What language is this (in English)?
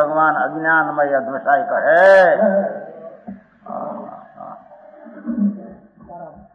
Gujarati